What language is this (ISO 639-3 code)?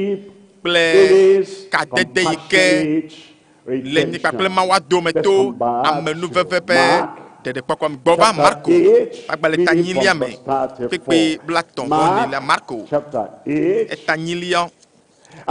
ewe